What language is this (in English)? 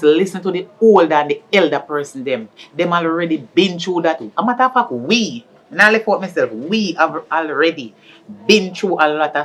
Jamaican Creole English